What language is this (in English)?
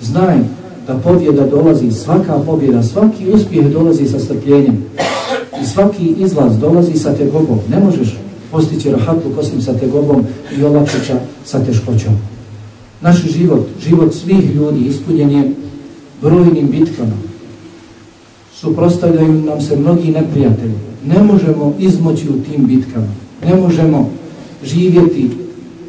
Bosnian